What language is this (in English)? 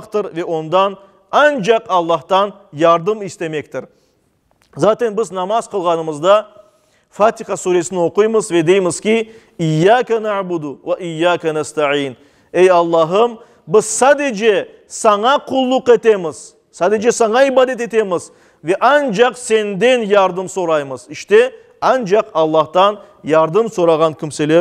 Crimean Tatar